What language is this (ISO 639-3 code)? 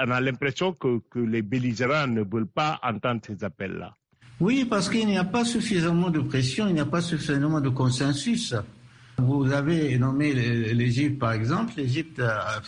fra